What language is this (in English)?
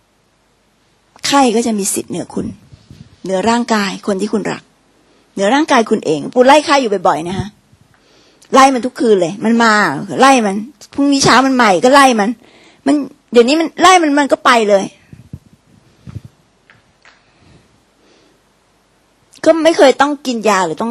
Thai